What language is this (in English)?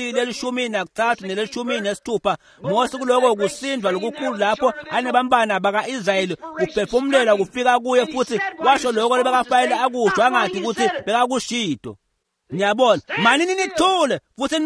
Swati